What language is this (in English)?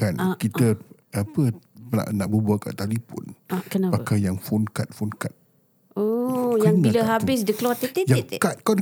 Malay